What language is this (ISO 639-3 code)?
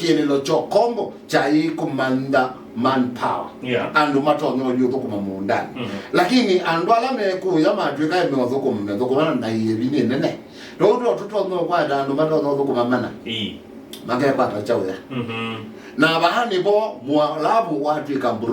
kam